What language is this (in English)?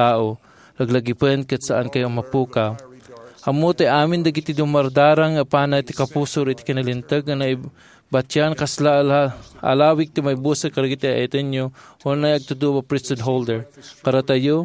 Iloko